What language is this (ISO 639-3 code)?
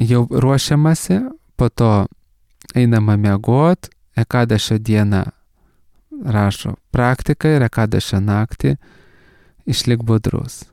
lit